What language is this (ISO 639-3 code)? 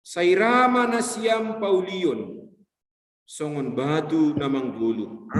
bts